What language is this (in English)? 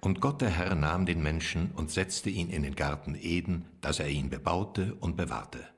Swiss German